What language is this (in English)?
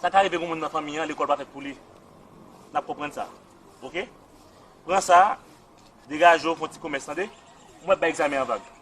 Haitian Creole